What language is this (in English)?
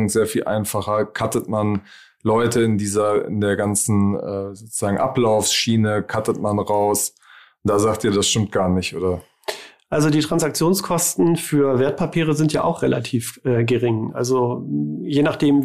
German